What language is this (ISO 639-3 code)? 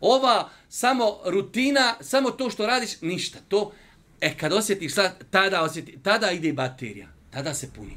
bos